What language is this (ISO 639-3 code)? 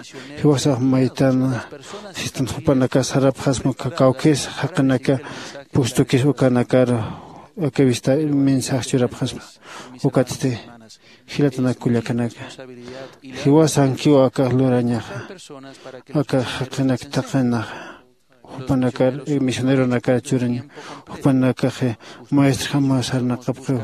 aym